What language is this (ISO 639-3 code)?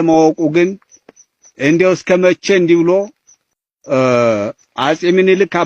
amh